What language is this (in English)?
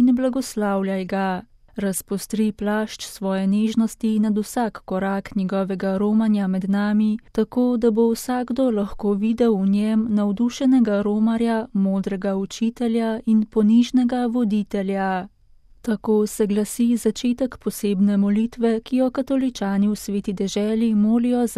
Slovenian